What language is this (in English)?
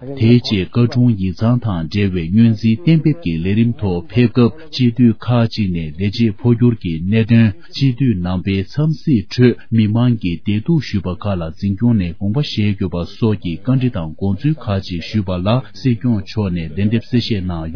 Tibetan